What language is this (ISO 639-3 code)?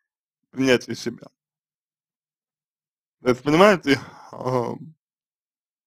rus